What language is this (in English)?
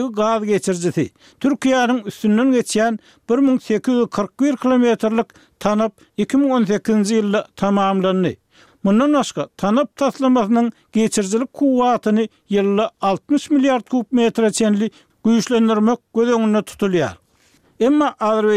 Turkmen